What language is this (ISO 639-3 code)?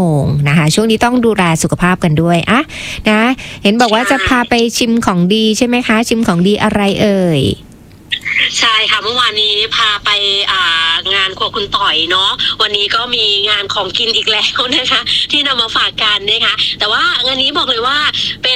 tha